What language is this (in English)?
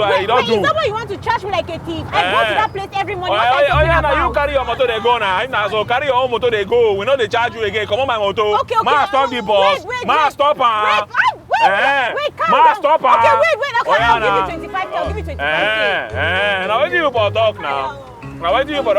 Nigerian Pidgin